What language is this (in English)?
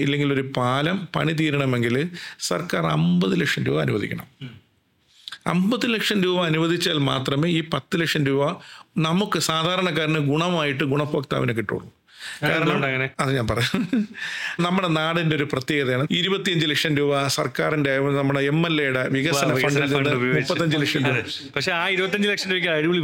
Malayalam